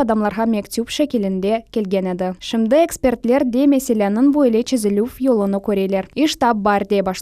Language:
Crimean Tatar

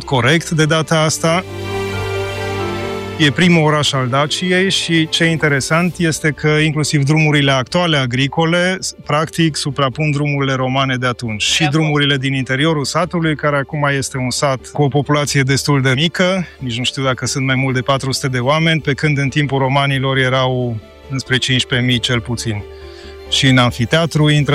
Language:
Romanian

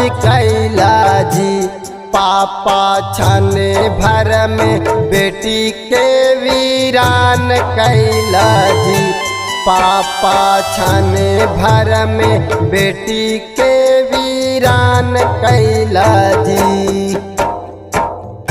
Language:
Bhojpuri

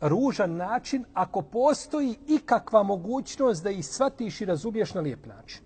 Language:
Bosnian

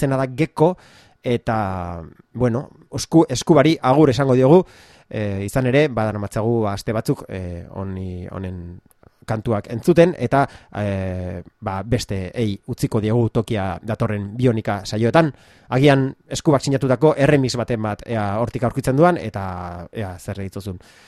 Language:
Basque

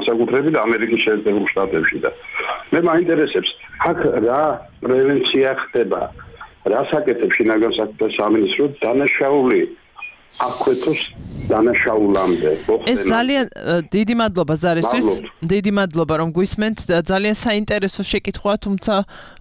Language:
Georgian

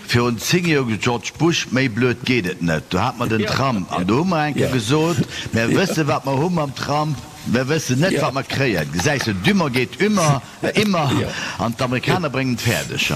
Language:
Luxembourgish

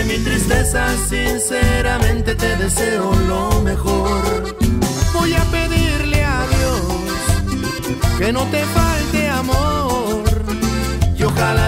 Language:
Spanish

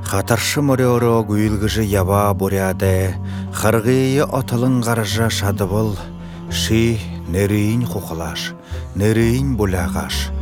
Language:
Buriat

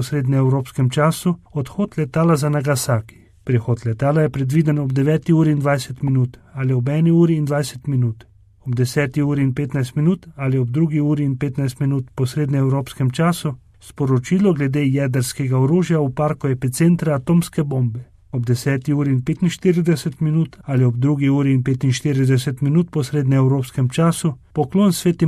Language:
Slovenian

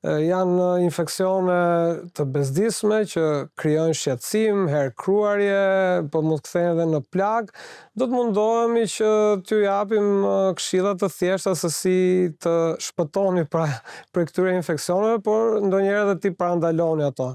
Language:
Albanian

